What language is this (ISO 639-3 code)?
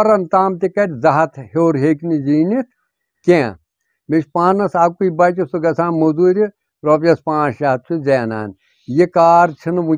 kas